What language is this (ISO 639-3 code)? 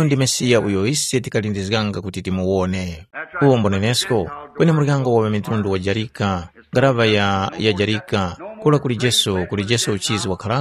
tum